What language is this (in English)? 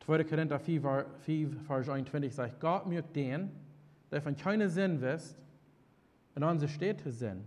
Plautdietsch